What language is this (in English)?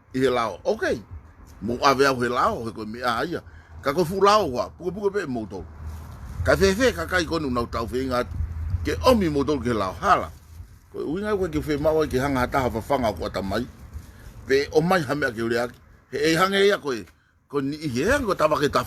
Tongan